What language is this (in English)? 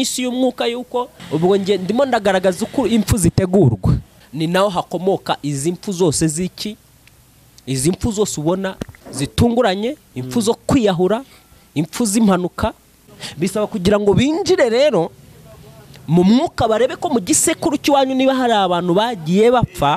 Kinyarwanda